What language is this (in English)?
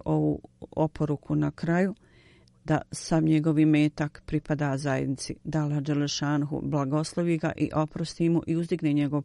Bosnian